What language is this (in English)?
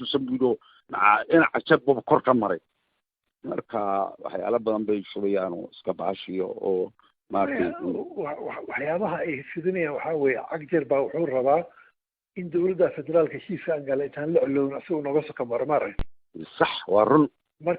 Somali